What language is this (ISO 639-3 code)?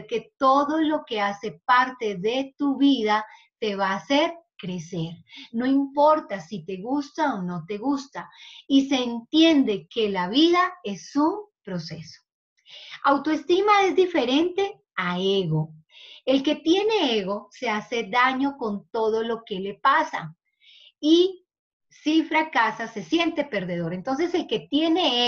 spa